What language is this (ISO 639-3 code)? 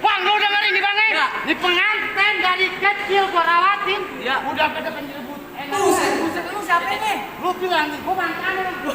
bew